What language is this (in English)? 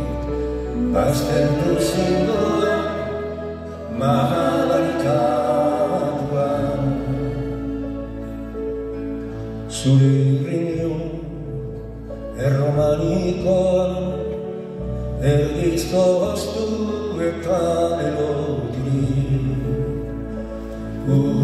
Basque